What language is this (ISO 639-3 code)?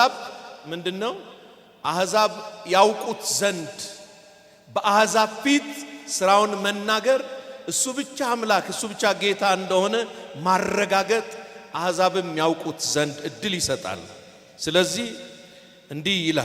amh